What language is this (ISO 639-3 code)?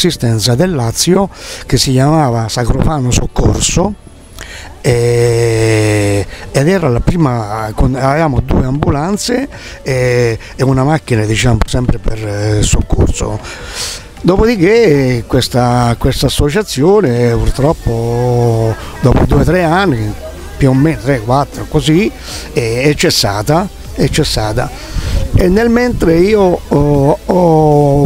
ita